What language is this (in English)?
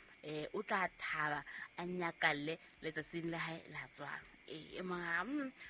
Southern Sotho